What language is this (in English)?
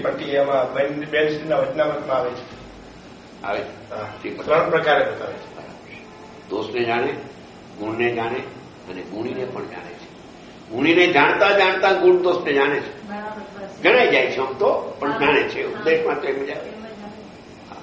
Gujarati